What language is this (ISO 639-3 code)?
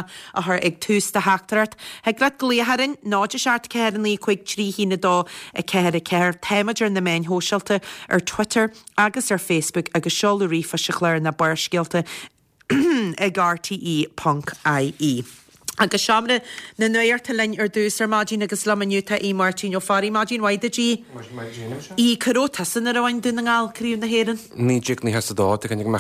gle